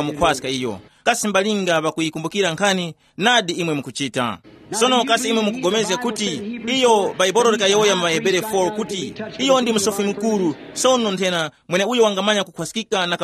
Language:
Tumbuka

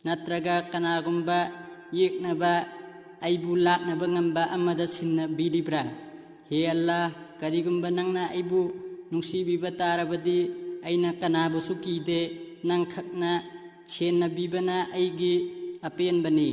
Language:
Manipuri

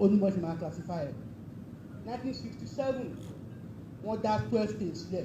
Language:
Yoruba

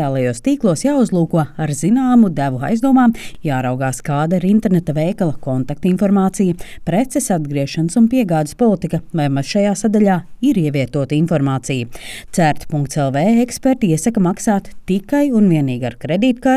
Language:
Latvian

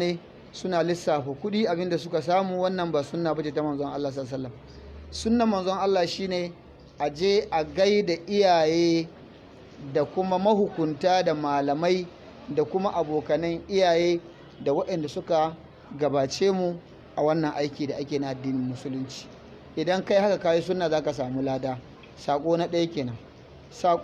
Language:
Hausa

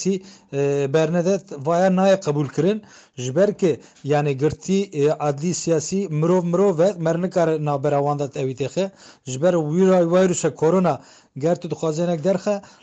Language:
Kurdish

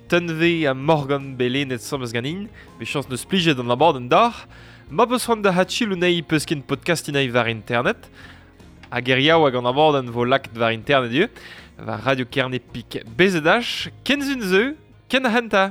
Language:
Breton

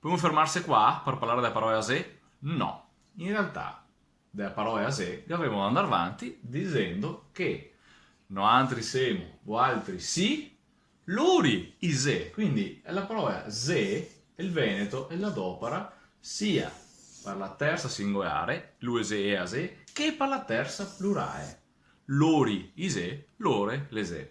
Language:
Venetian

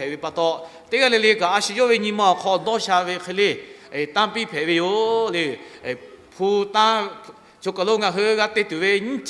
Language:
Lahu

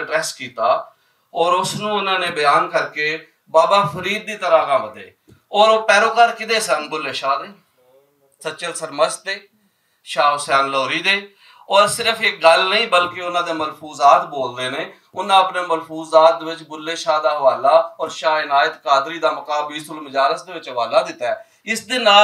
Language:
Western Panjabi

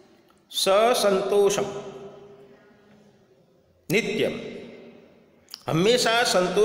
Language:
Gujarati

